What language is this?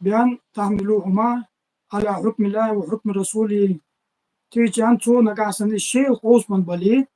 Ingush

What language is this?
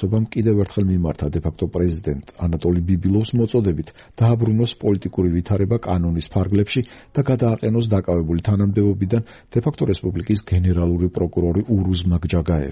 Georgian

